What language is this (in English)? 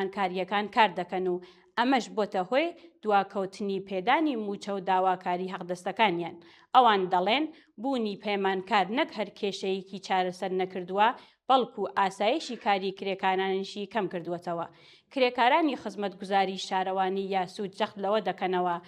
Central Kurdish